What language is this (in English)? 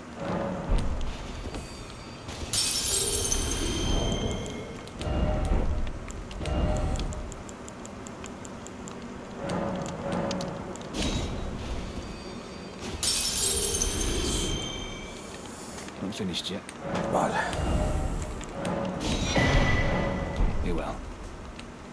Spanish